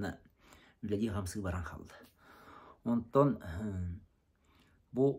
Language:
Yakut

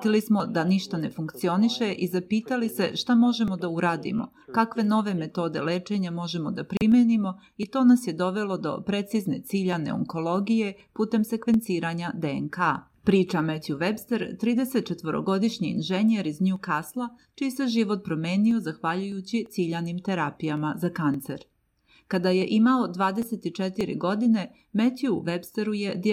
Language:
Serbian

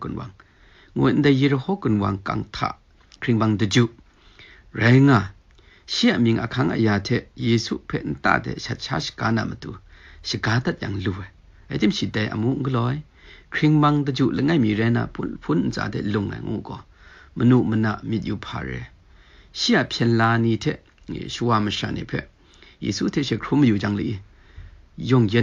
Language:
Kachin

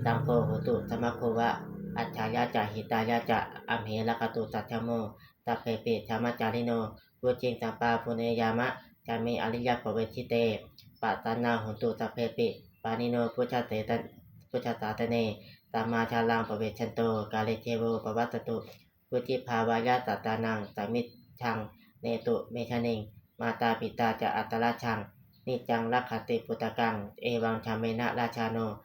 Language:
Pali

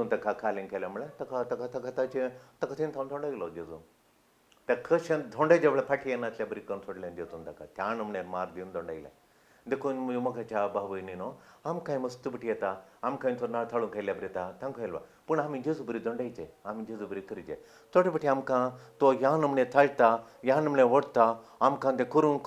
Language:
Konkani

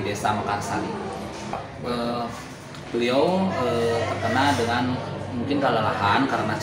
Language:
Indonesian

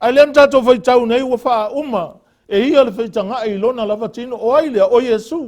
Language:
Samoan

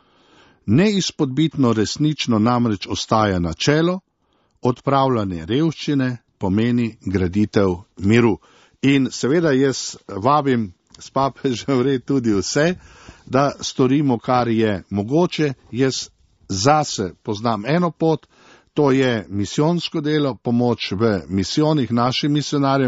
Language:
Slovenian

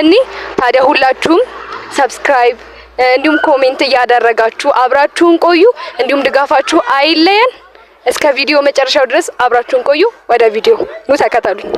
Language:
Amharic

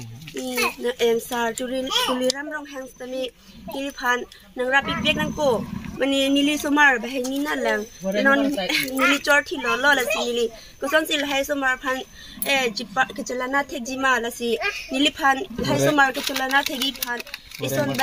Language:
Karbi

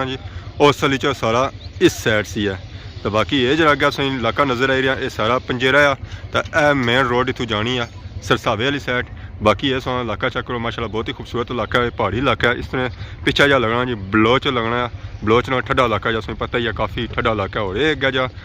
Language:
Pahari-Potwari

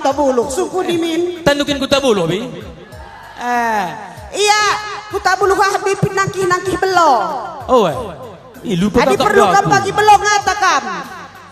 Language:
Batak Karo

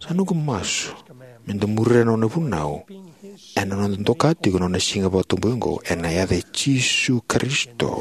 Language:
Fijian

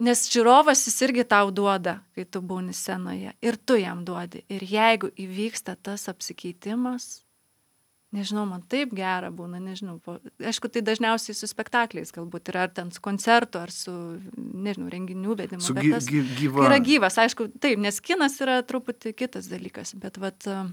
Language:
Lithuanian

